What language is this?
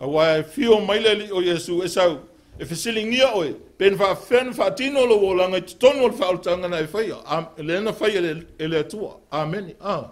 Samoan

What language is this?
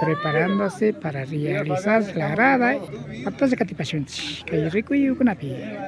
Imbabura Highland Quichua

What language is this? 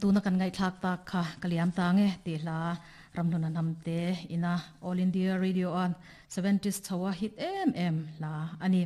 Mizo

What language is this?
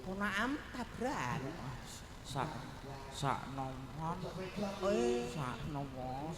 Javanese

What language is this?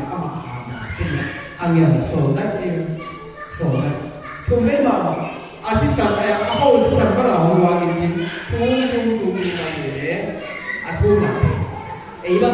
Paite Chin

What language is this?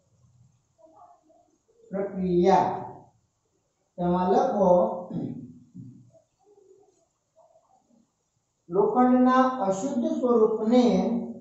Gujarati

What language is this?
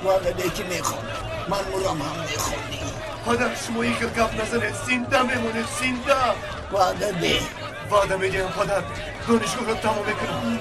Tajik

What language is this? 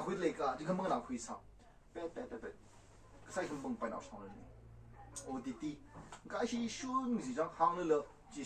Tangkhul Naga (India)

